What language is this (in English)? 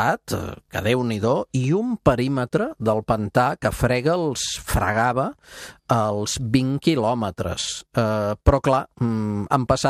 Catalan